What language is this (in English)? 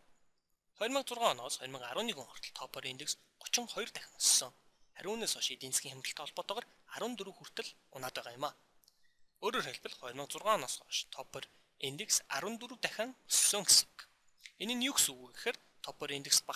Mongolian